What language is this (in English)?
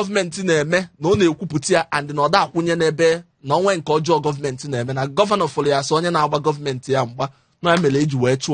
Igbo